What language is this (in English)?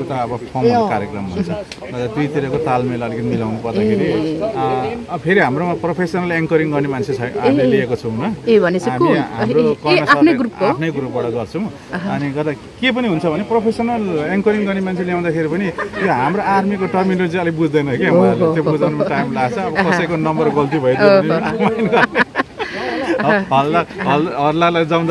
Nepali